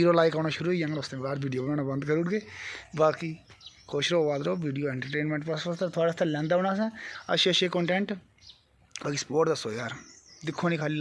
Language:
Dogri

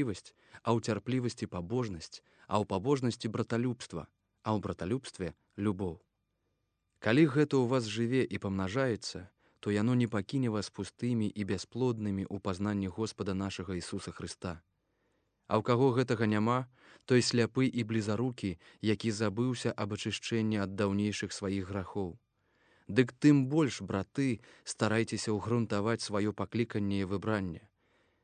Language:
Belarusian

